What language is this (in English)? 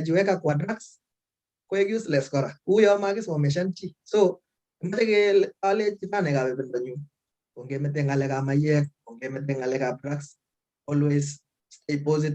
Kalenjin